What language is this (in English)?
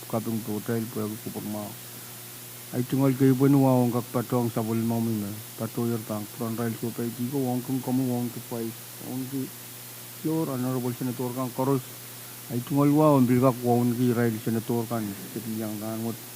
Pohnpeian